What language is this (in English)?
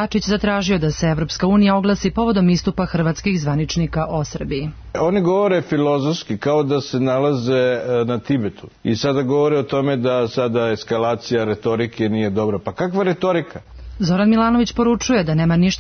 Serbian